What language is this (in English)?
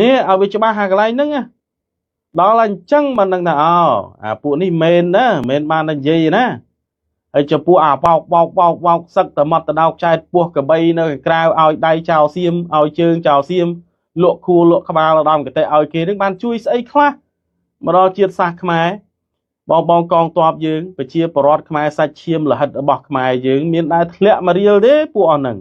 Khmer